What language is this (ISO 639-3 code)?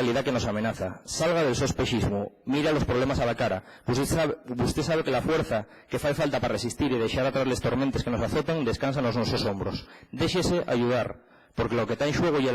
ast